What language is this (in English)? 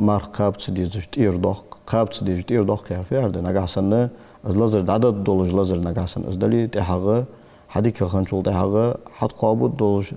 Ingush